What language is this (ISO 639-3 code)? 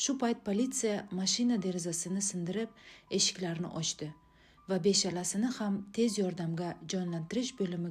uzb